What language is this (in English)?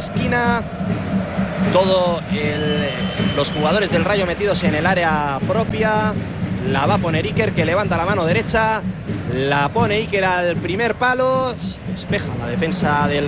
Spanish